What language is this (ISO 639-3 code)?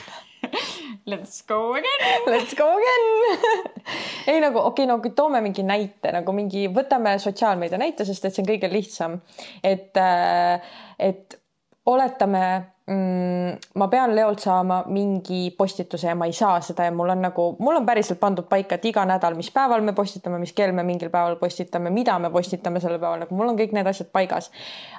est